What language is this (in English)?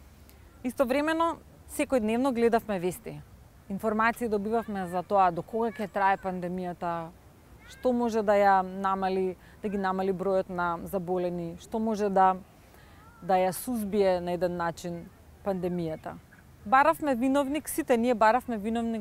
Macedonian